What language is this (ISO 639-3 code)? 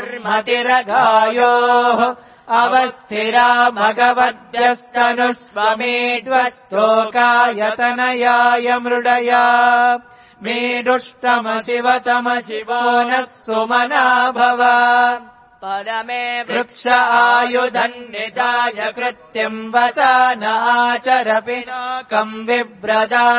san